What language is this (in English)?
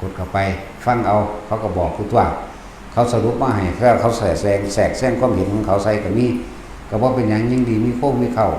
Lao